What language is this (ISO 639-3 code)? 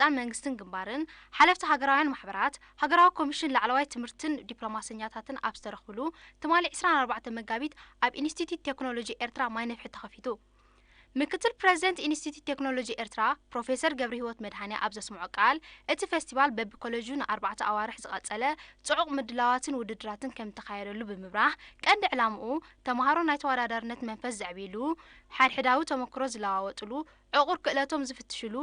tir